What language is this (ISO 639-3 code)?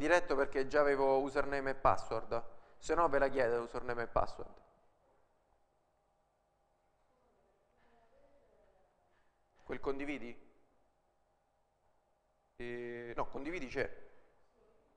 ita